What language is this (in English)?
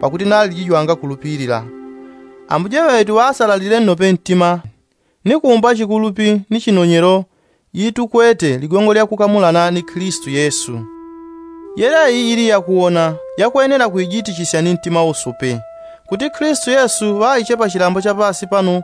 Yao